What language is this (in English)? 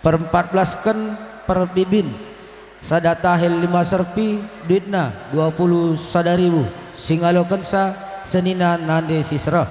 Batak Karo